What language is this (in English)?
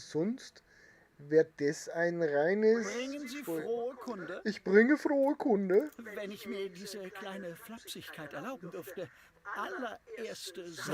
Bavarian